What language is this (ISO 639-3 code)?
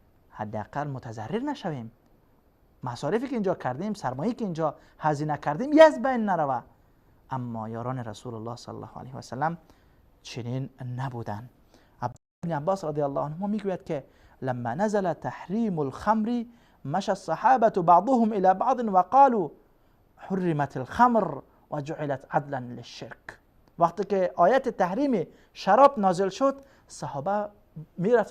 fas